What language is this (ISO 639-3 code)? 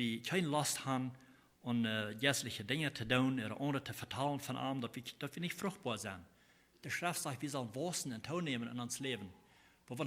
pdt